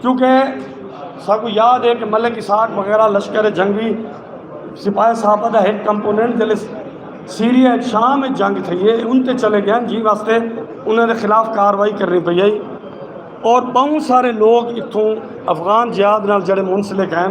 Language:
Saraiki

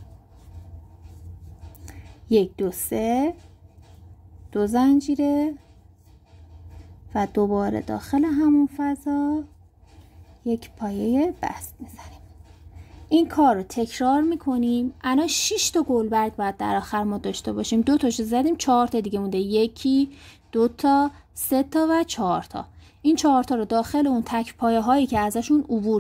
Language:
Persian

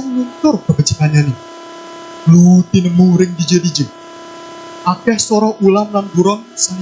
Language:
Balinese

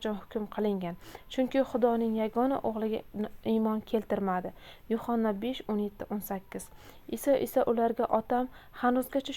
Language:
Uzbek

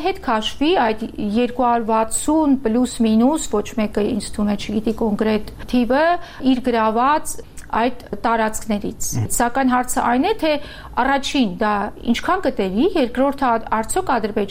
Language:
Armenian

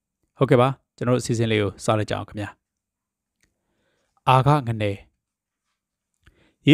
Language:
Burmese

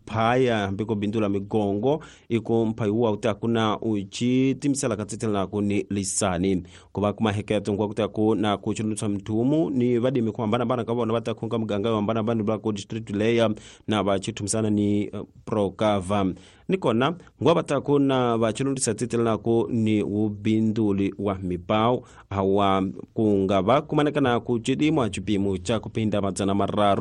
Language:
Tsonga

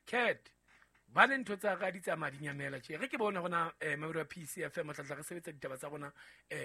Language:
Southern Sotho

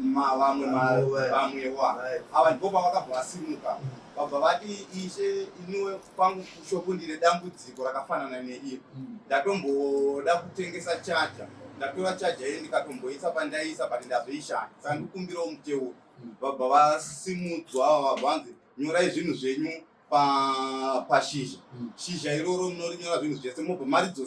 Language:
Shona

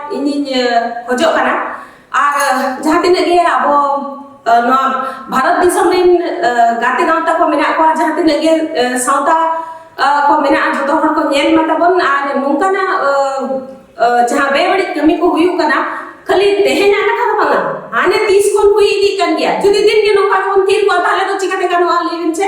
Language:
Santali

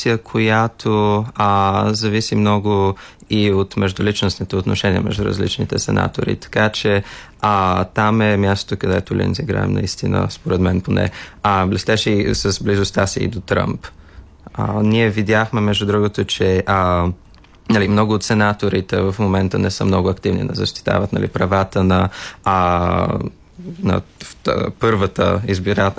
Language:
Bulgarian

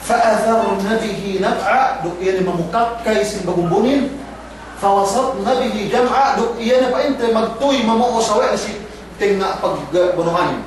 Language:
Yakan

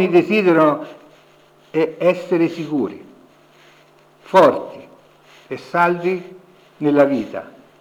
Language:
Italian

